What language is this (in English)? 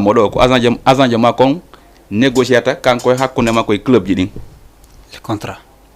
Fula